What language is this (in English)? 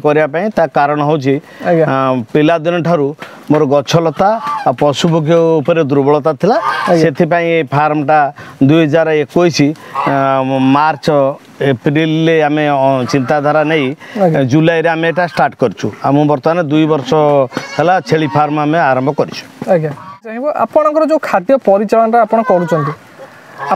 Odia